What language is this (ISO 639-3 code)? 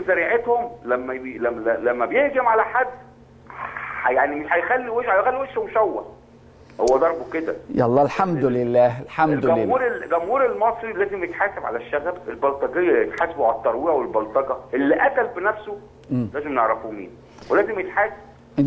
arz